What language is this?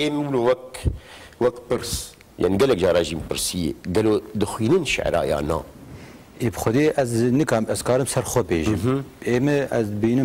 Kurdish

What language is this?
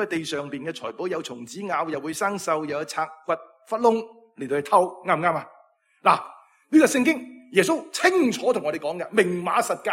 Cantonese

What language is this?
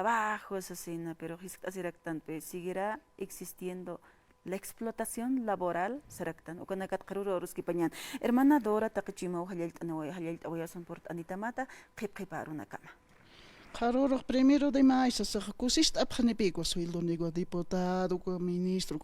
Aymara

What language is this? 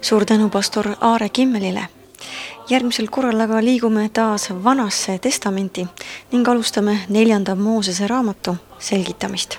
Estonian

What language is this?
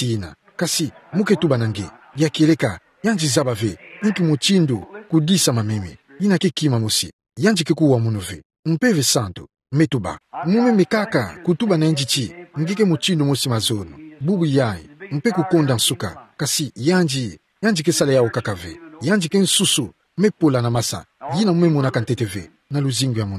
Kituba (Democratic Republic of Congo)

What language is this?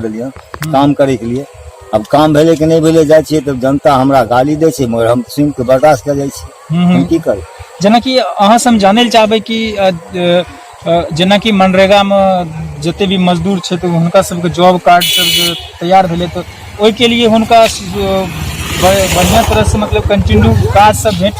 Maithili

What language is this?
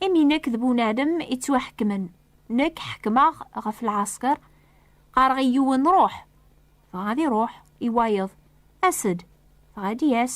Kabyle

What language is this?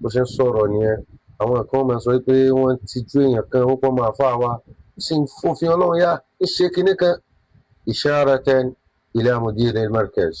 Yoruba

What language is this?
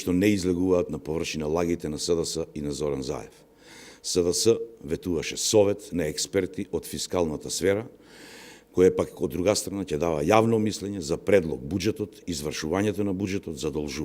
Macedonian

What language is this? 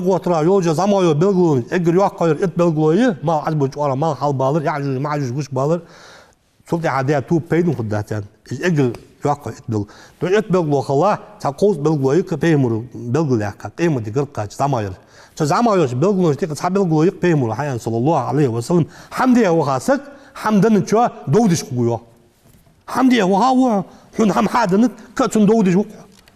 Ingush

